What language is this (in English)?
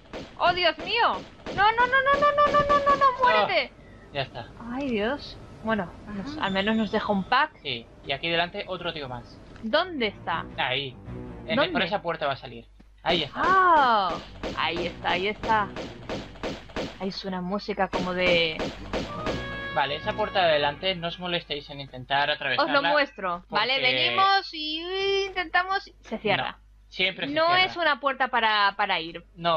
Spanish